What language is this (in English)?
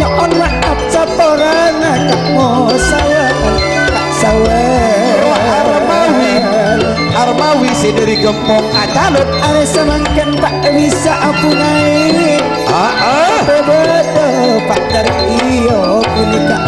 Madurese